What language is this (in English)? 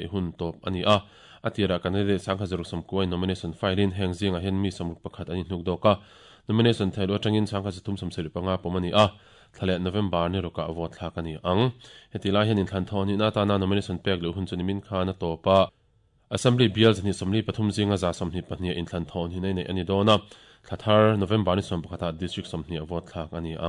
Mizo